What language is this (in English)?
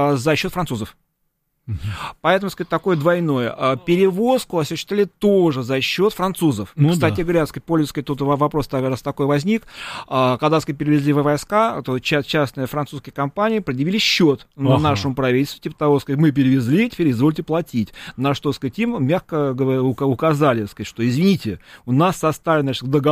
Russian